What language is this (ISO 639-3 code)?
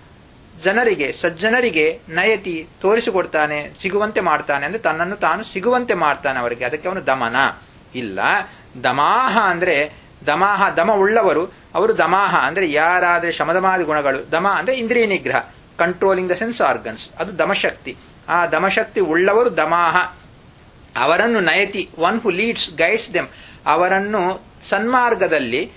kan